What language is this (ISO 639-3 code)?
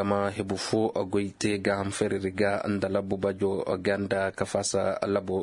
ses